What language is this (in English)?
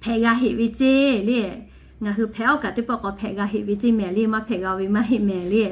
Lahu